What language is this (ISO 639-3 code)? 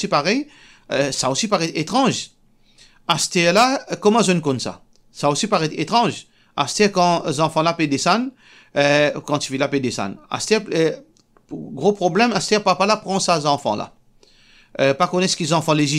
mfe